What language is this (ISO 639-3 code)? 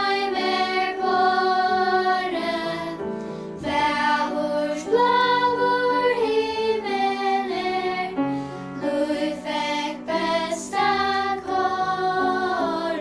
fao